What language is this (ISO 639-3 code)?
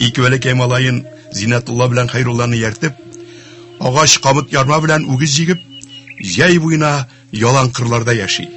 tat